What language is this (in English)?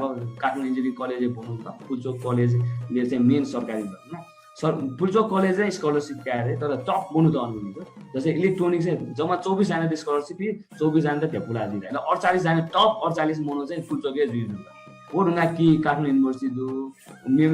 Newari